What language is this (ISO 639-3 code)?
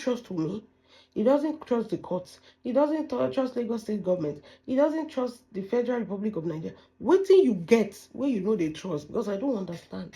yor